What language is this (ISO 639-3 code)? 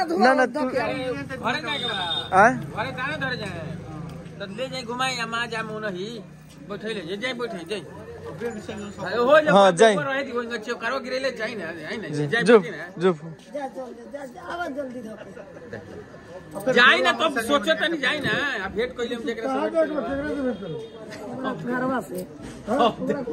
bho